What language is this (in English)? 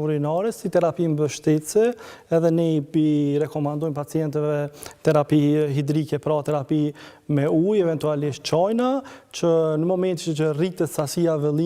Albanian